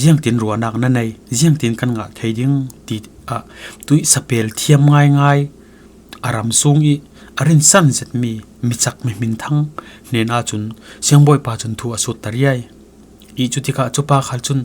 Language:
Falam Chin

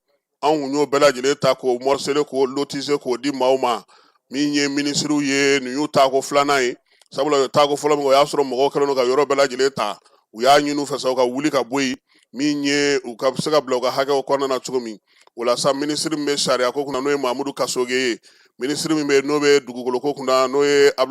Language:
Bambara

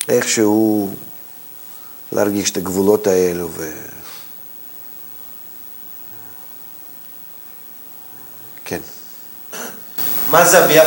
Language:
Hebrew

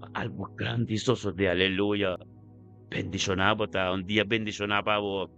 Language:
Papiamento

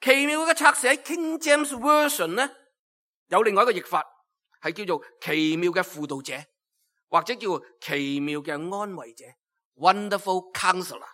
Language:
Cantonese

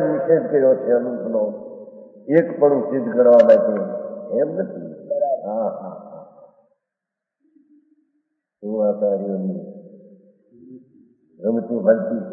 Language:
Gujarati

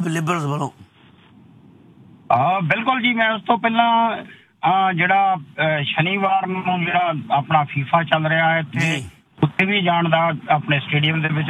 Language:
Punjabi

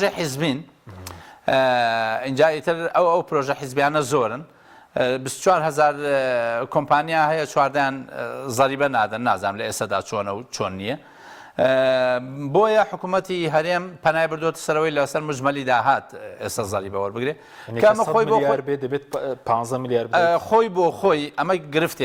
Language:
Central Kurdish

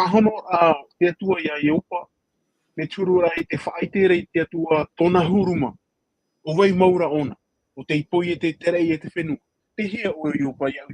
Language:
Tahitian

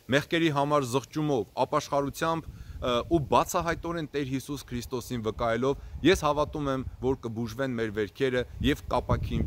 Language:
Armenian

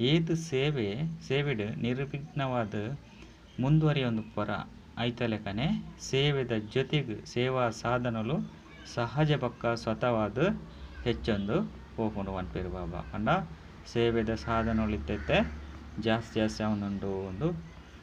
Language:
Tulu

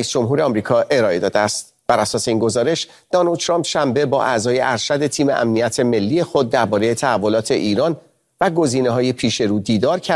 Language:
Persian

